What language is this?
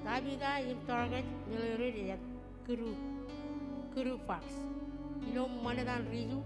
Marshallese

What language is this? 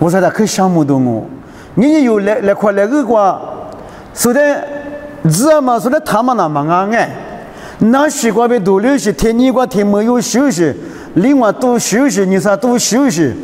Lisu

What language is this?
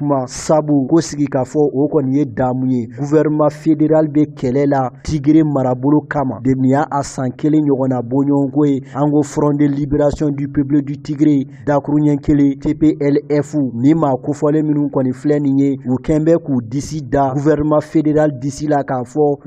Bambara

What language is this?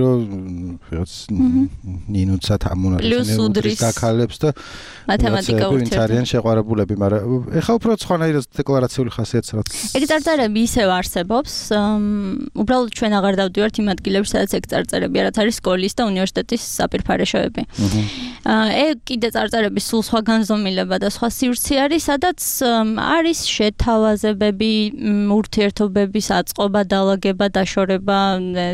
Georgian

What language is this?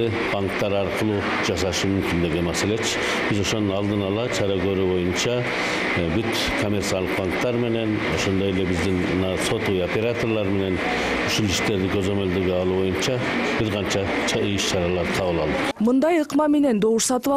Kyrgyz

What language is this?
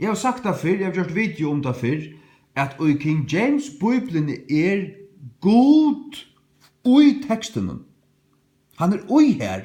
Faroese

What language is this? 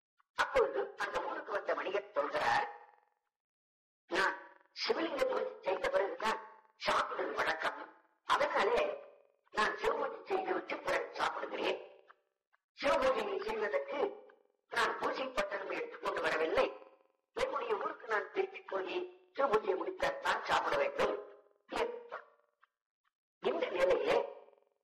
Tamil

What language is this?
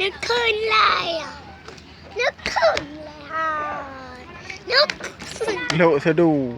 Achinese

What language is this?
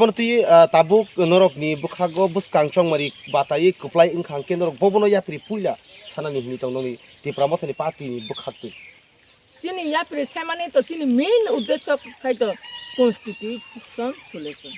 Kok Borok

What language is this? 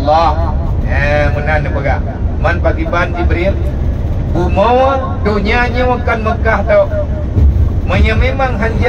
Achinese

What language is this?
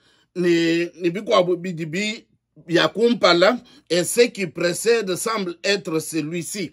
Luba-Lulua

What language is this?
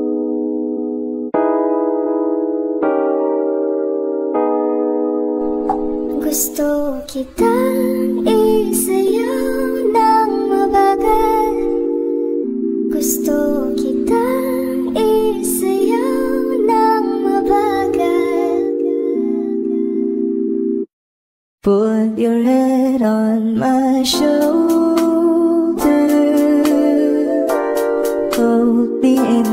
Filipino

